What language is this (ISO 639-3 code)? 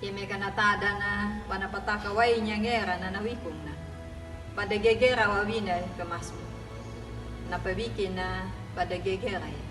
akg